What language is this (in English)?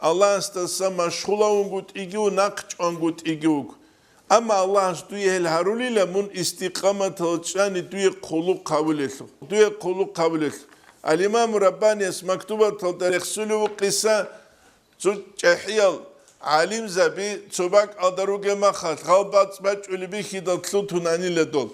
Avaric